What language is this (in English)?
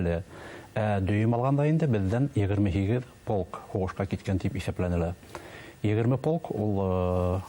Bashkir